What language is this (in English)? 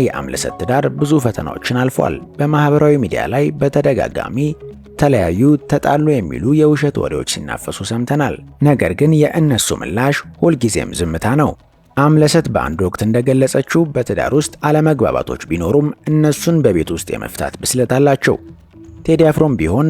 Amharic